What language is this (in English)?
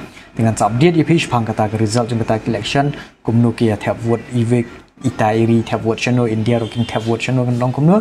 Khasi